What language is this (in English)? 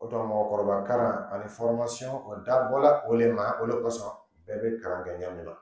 Dyula